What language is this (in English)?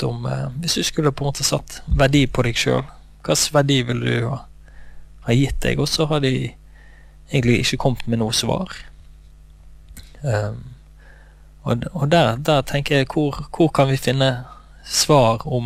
Norwegian